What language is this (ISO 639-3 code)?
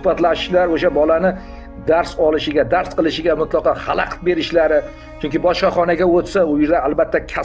uzb